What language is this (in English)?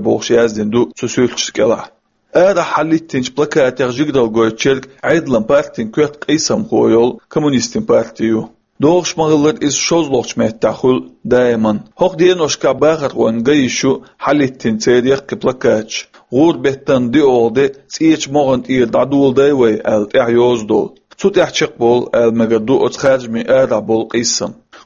Chechen